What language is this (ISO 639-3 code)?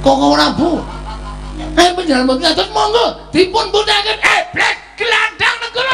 jav